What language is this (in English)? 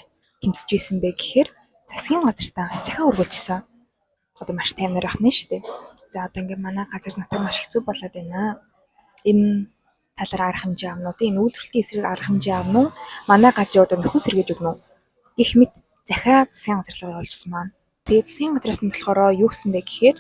Mongolian